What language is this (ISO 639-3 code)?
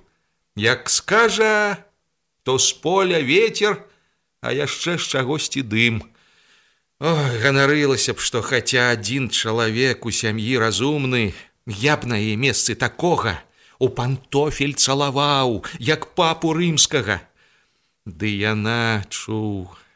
bel